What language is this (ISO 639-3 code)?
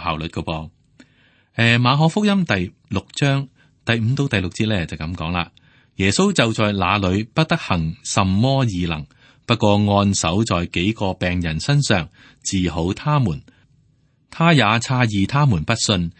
yue